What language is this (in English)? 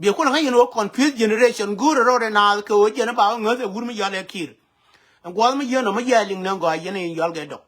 Nuer